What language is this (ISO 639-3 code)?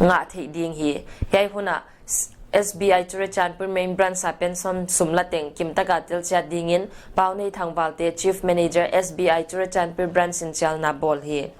pck